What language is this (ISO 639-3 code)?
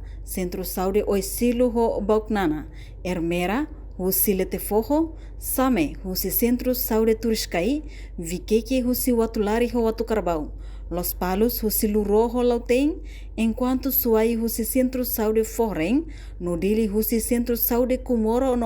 tet